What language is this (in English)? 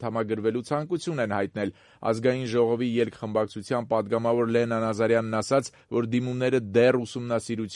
Armenian